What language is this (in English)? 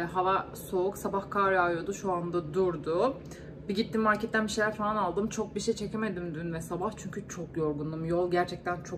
Turkish